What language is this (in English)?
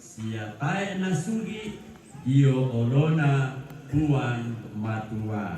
Toraja-Sa'dan